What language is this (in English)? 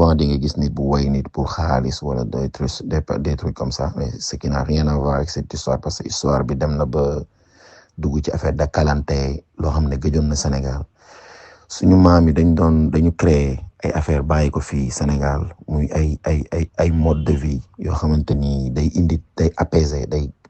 Wolof